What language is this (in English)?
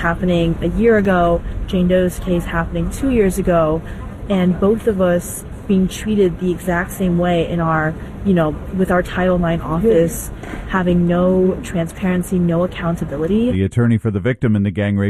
English